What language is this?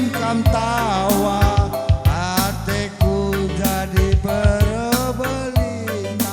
Batak Karo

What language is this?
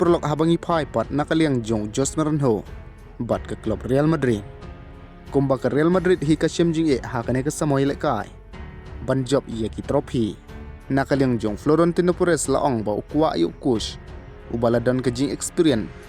Khasi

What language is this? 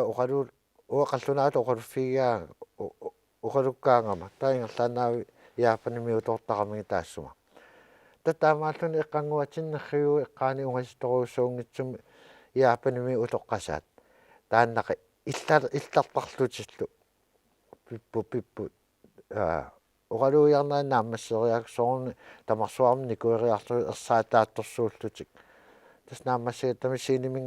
Kalaallisut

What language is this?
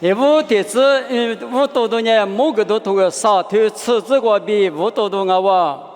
Lisu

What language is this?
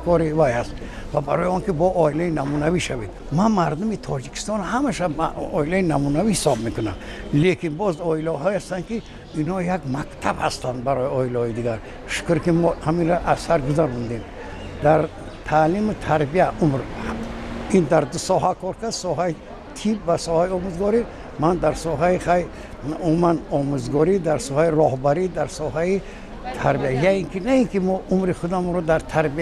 Tajik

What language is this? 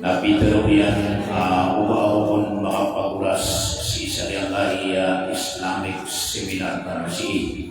Maranao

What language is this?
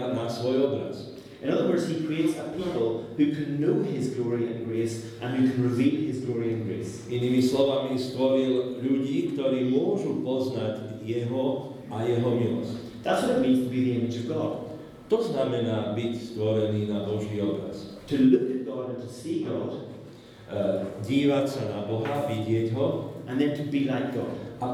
Slovak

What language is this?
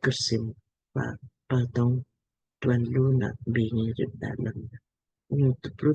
Lamkang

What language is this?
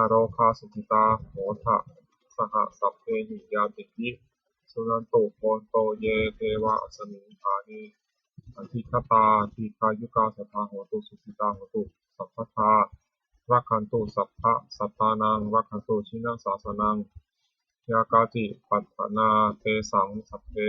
Pali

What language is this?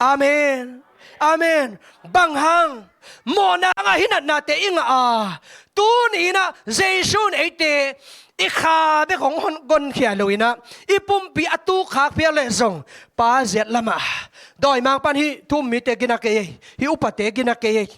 Tedim Chin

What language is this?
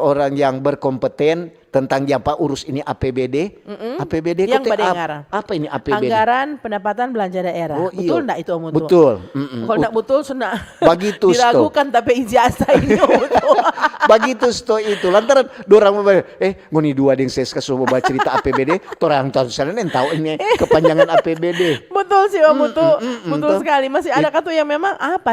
Manado Malay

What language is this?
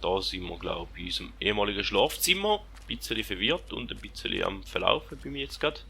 Swiss German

